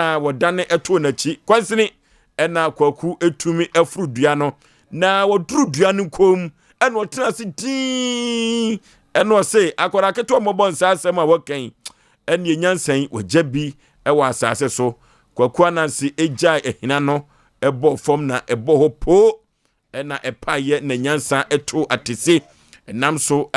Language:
Akan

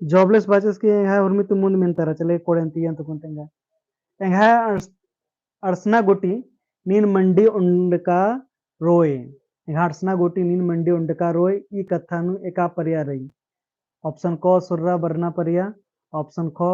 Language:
Kurukh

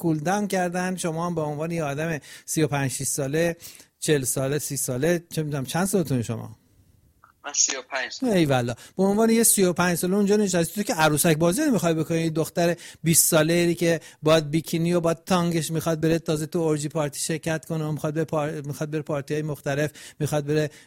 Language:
Persian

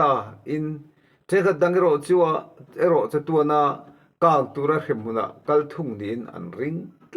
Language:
Mizo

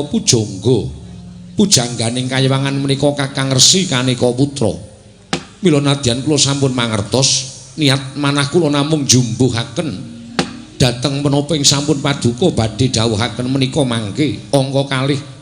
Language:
Javanese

